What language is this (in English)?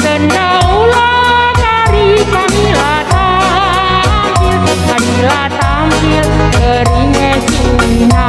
Batak Karo